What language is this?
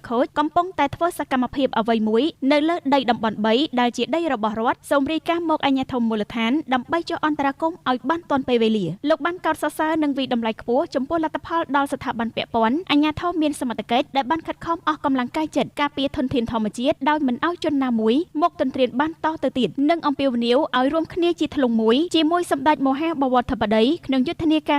Khmer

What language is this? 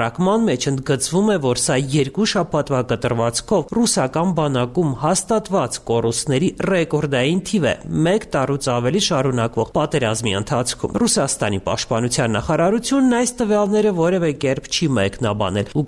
Armenian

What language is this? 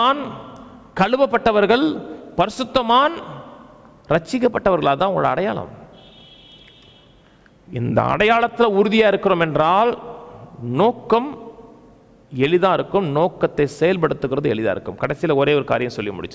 Tamil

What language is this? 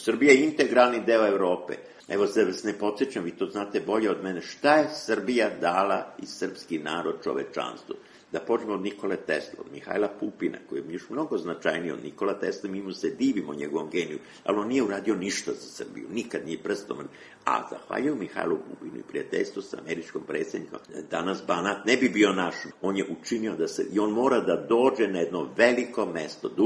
Serbian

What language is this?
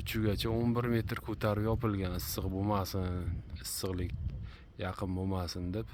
Uzbek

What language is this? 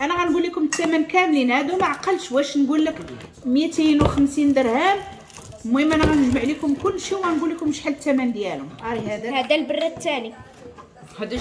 Moroccan Arabic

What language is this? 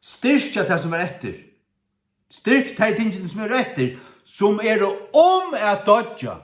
Faroese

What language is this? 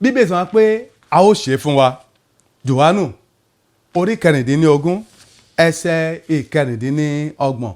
Yoruba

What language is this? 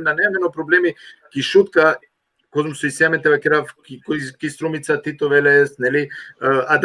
Balkan Romani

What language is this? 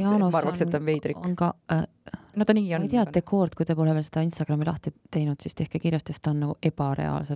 Estonian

